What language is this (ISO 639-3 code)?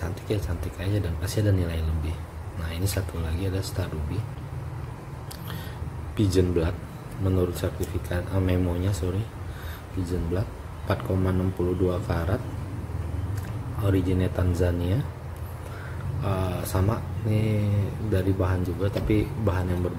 ind